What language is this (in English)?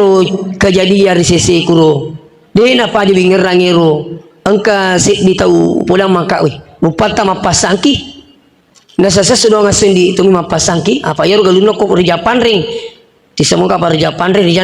Buginese